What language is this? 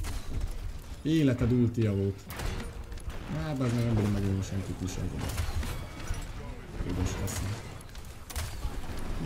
Hungarian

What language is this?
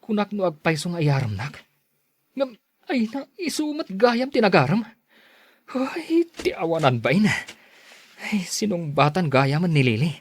Iloko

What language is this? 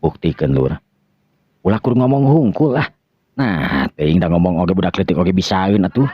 Sundanese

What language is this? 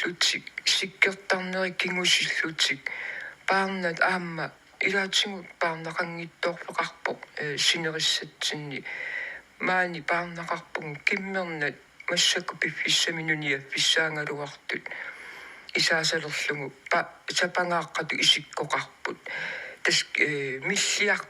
Kalaallisut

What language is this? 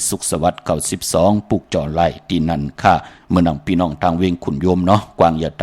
Shan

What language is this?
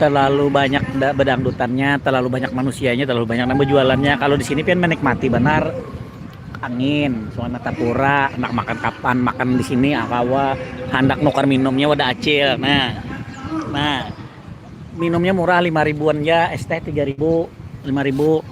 Banjar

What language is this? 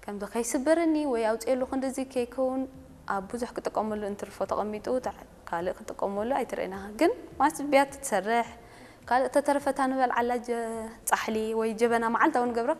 Tigrinya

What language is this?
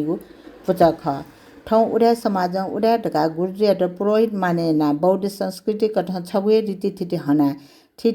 Newari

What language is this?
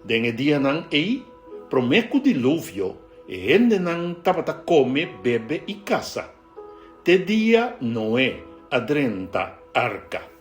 Papiamento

